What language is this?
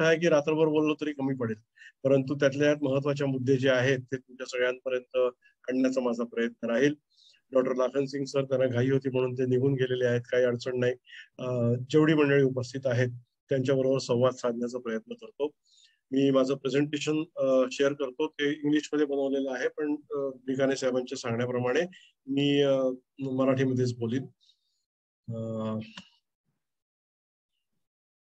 Marathi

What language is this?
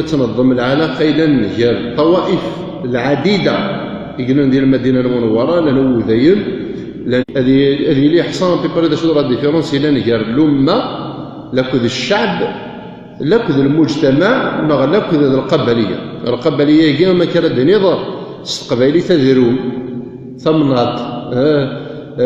Kabyle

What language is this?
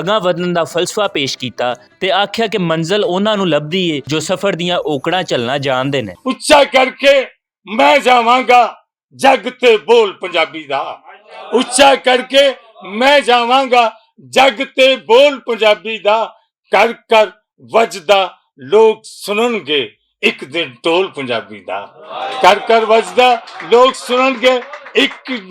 Western Panjabi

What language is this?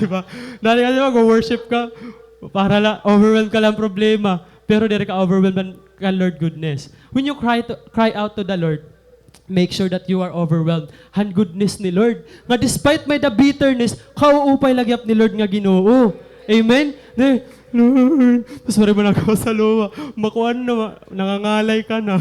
Waray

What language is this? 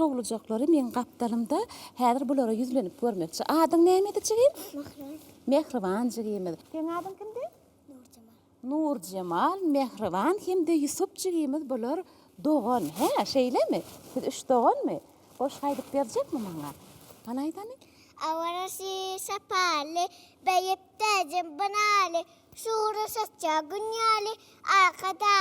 Turkmen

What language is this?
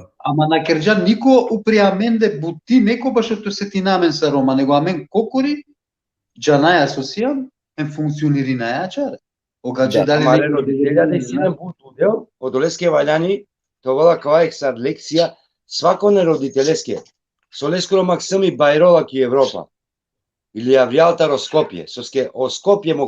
Balkan Romani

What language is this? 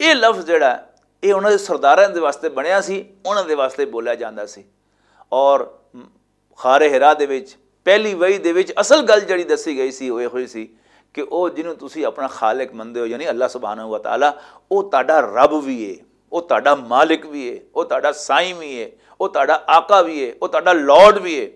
Western Panjabi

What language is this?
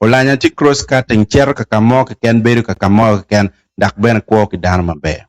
Acoli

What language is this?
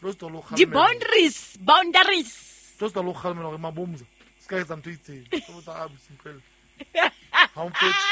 Southern Sotho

